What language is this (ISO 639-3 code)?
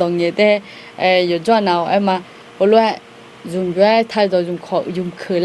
ahk